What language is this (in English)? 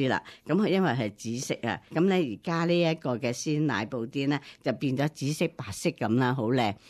Cantonese